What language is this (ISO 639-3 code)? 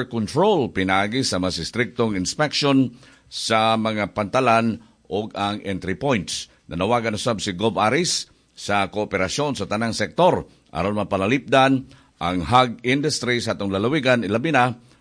ceb